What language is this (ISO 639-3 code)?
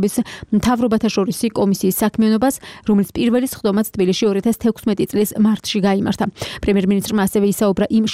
kat